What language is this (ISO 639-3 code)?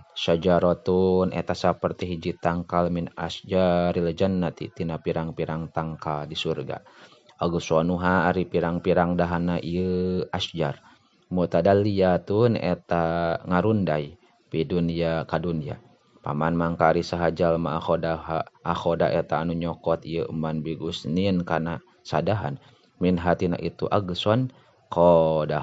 sun